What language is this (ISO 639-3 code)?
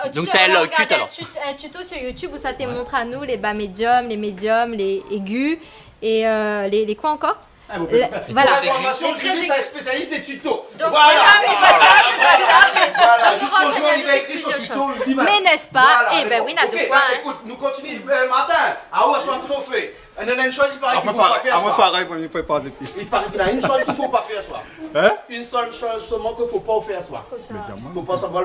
rcf